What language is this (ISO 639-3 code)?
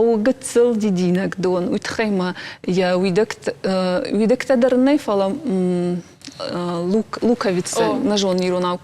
oss